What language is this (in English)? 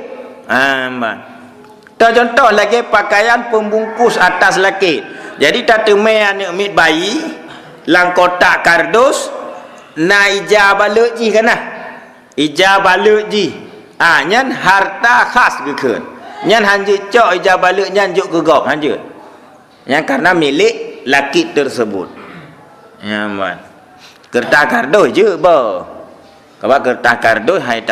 Achinese